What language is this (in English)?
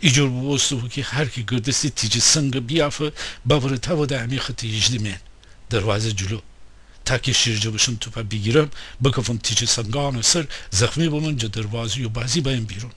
Gilaki